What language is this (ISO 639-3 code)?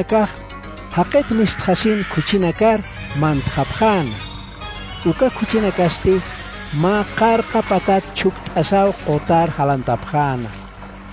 aym